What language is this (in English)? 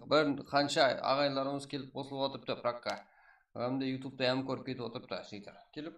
Kara-Kalpak